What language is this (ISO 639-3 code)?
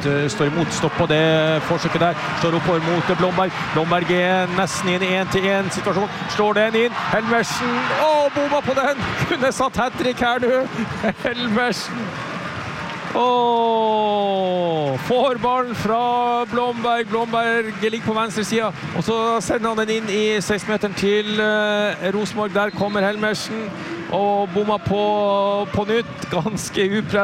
nor